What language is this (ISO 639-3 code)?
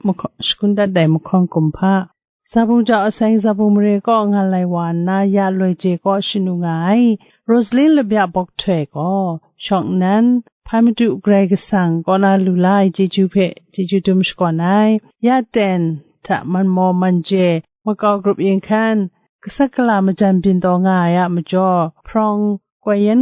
kac